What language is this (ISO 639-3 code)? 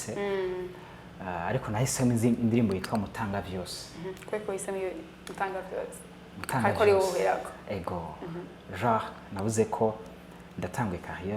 run